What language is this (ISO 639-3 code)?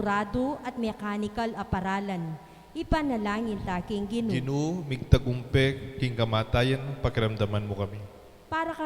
pam